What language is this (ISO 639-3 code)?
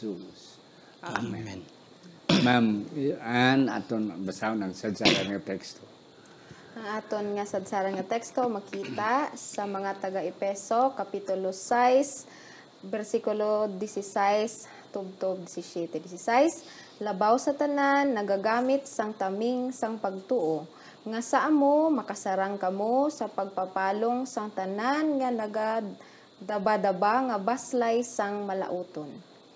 hil